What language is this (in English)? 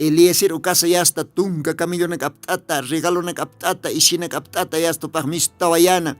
Aymara